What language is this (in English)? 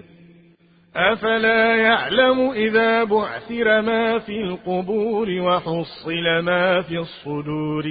Arabic